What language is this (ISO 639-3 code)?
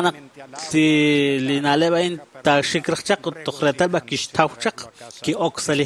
kek